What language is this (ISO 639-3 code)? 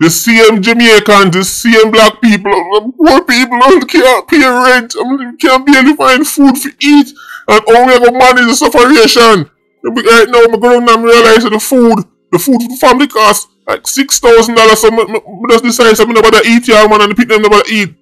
jam